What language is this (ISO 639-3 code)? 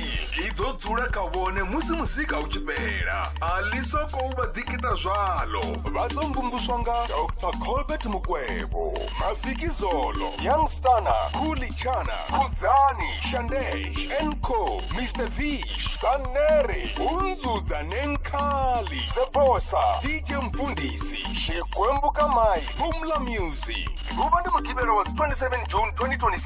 ven